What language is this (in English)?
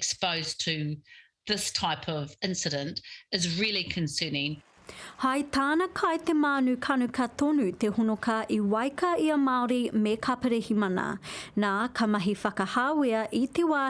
Māori